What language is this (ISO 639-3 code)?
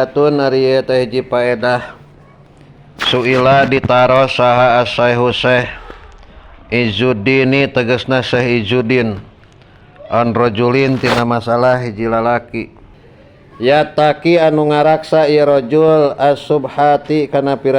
sun